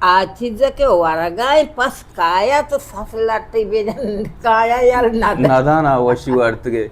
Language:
Baluchi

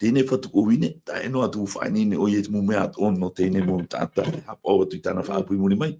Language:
Tahitian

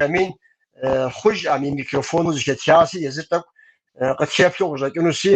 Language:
Kabardian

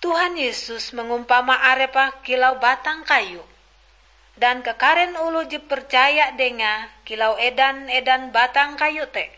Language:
Ngaju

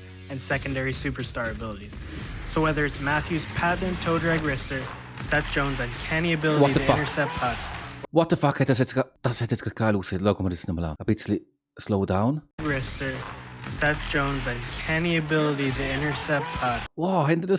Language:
Swiss German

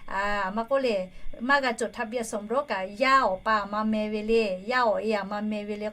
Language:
Lahu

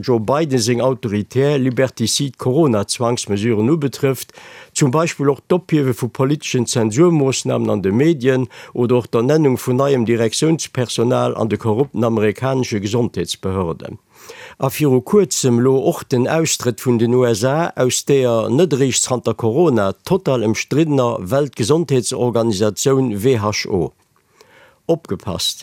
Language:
Luxembourgish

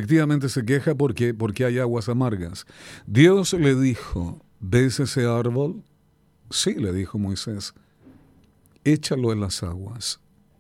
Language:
Spanish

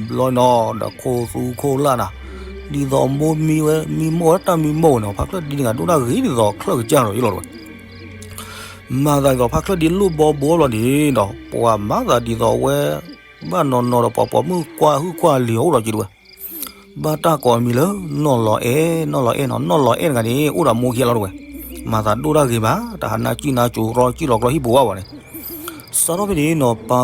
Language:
S'gaw Karen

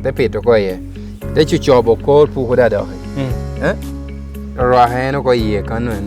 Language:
Lango (Uganda)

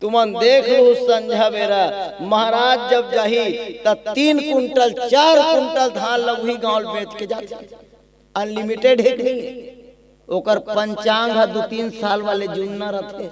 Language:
Chhattisgarhi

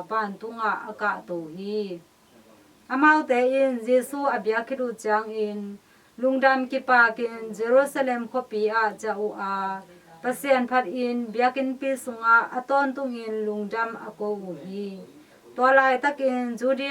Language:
Tedim Chin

